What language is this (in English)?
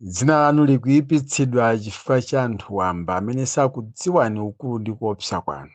Nyanja